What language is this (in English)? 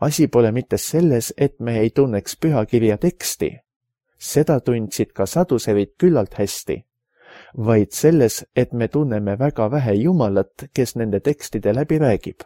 Estonian